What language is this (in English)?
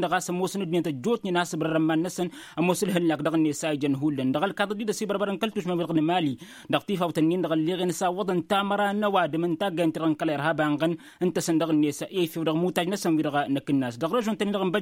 Tamasheq